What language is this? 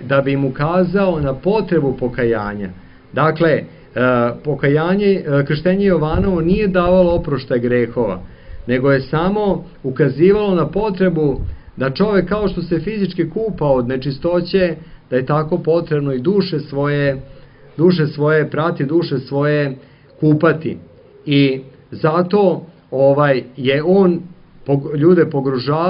Serbian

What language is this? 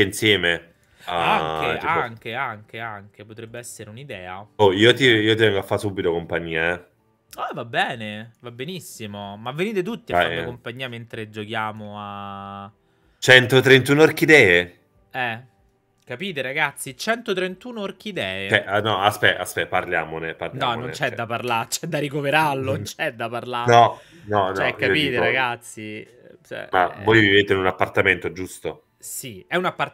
Italian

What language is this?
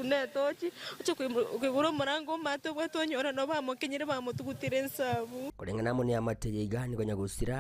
Gusii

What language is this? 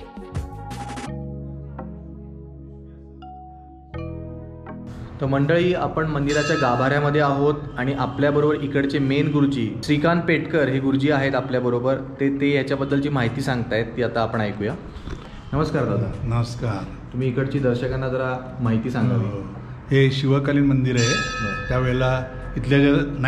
Marathi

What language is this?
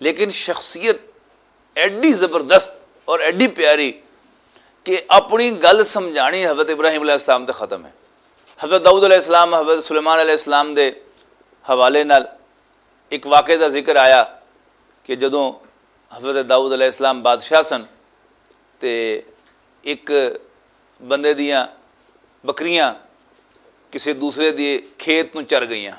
Western Panjabi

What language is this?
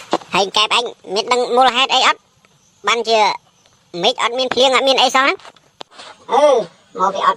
Khmer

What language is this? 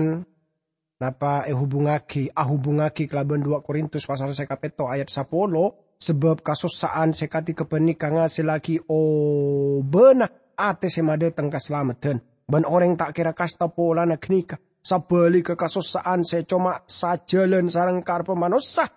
Madurese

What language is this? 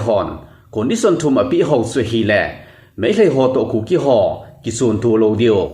Thado Chin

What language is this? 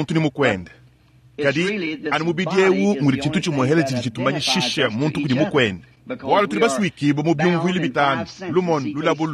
Luba-Lulua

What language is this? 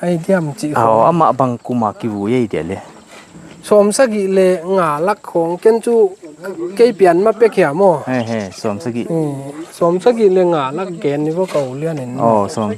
Paite Chin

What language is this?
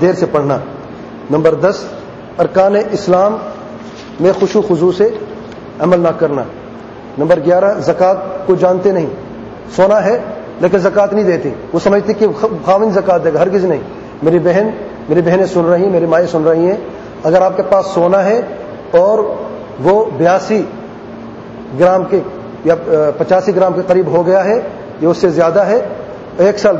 Urdu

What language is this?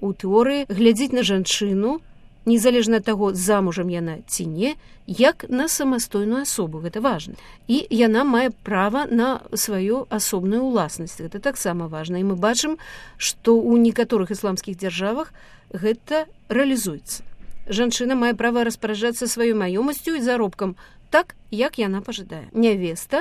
Belarusian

